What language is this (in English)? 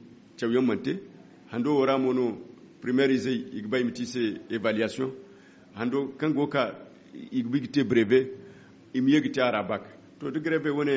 Zarma